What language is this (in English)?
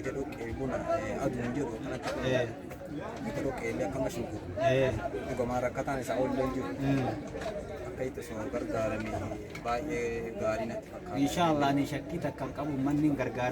Oromo